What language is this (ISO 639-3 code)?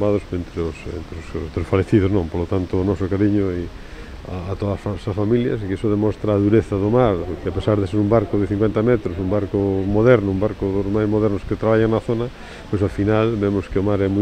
glg